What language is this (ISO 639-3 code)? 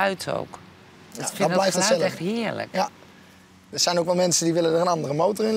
nld